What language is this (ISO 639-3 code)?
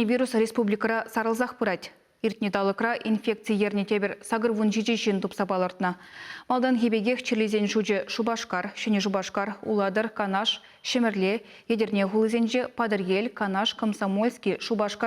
chv